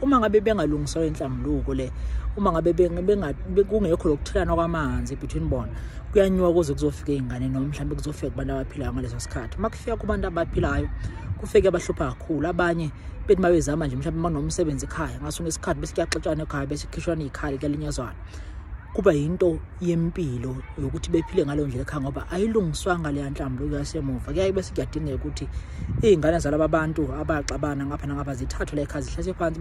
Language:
Zulu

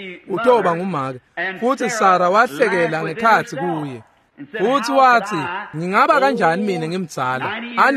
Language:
Swati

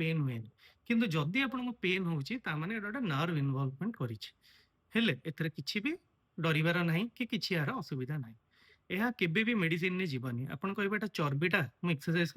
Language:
Odia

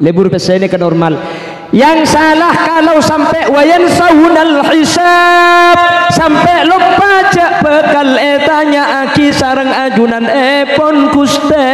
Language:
Madurese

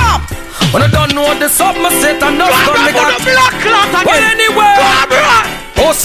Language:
Jamaican Creole English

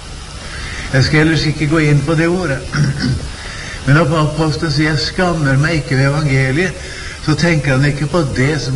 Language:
Norwegian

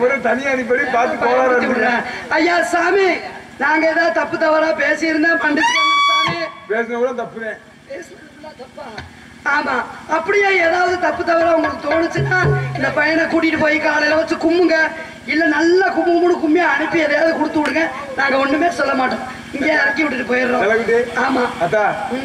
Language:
Tamil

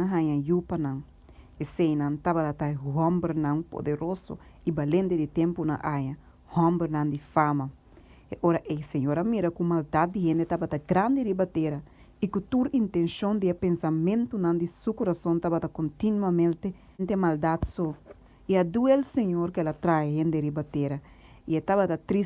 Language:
Papiamento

